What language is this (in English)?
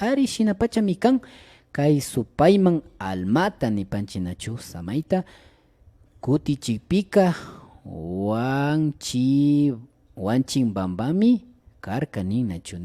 Imbabura Highland Quichua